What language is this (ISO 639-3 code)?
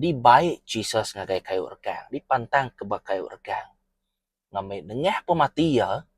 iba